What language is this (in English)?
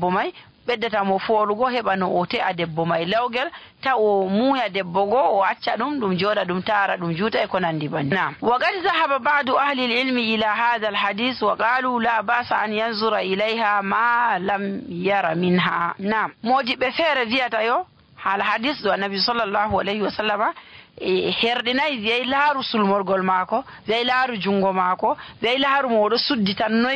Nigerian Fulfulde